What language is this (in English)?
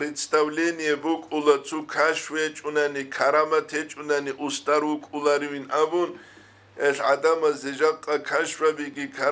Avaric